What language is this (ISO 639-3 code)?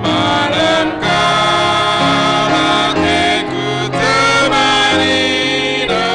btx